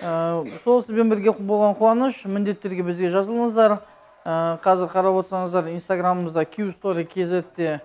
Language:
Kazakh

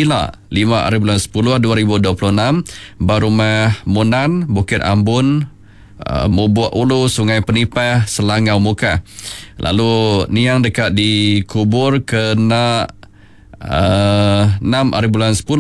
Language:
Iban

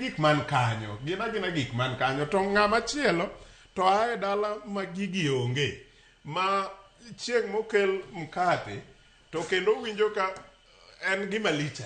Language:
Luo (Kenya and Tanzania)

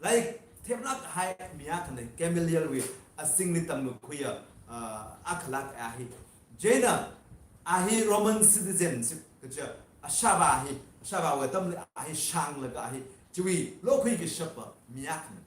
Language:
Tangkhul Naga (India)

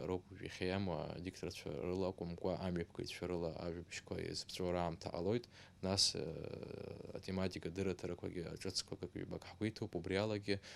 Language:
Abkhazian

